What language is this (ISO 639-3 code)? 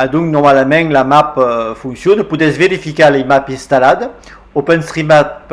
oci